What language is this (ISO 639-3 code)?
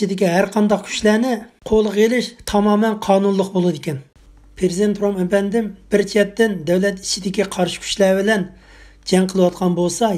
uig